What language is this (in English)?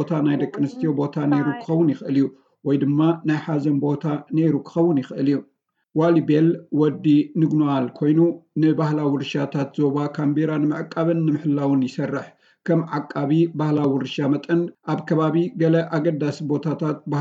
Tigrinya